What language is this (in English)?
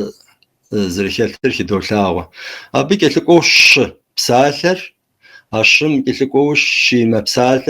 Kabardian